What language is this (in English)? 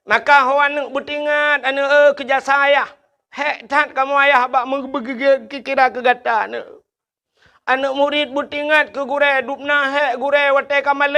Achinese